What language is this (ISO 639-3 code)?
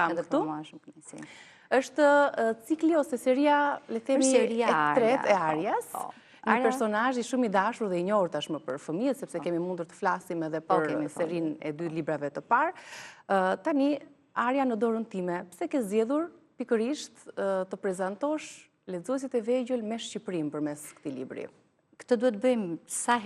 sqi